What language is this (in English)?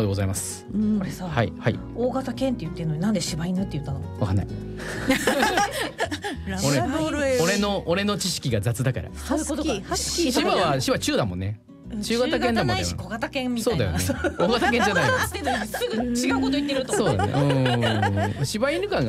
Japanese